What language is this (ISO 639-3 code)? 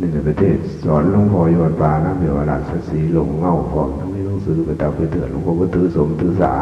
tts